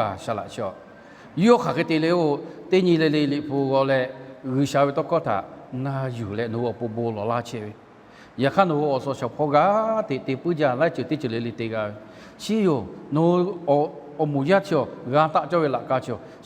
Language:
Lahu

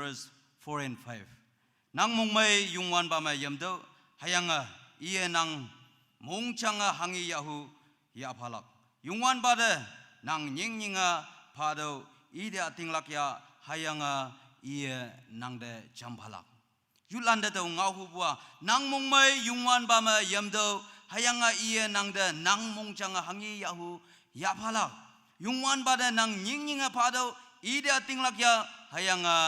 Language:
Naga Pidgin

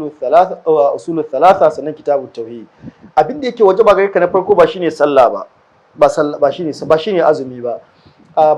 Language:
Hausa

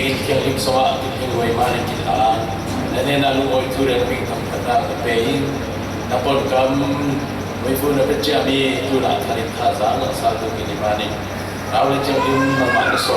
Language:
Falam Chin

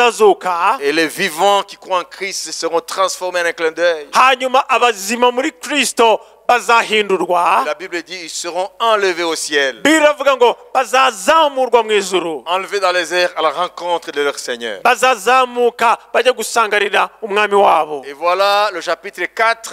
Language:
Kinyarwanda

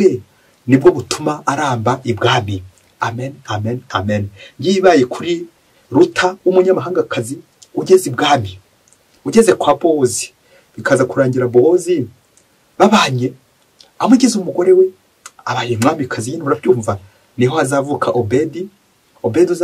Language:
Kinyarwanda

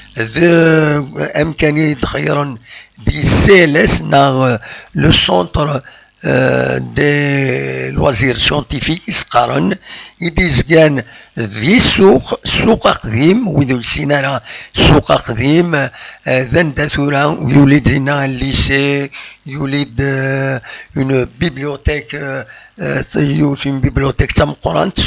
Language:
Kabyle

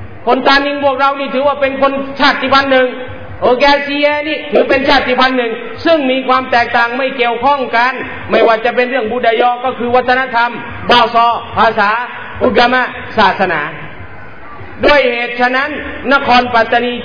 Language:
Thai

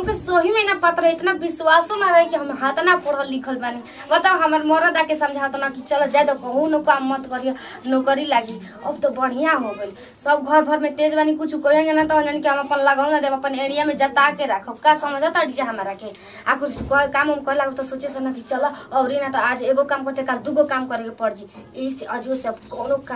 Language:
Bhojpuri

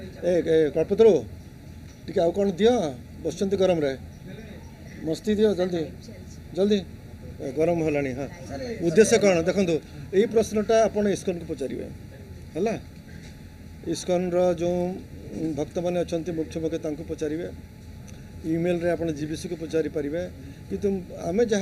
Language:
Odia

